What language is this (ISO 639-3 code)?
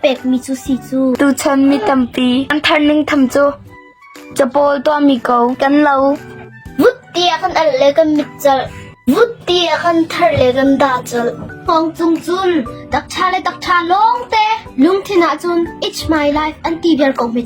cnh